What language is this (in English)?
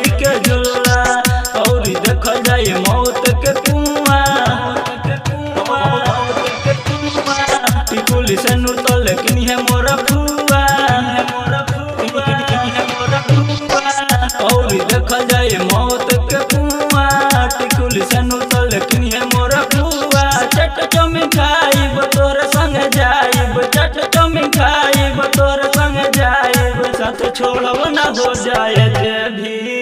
Bhojpuri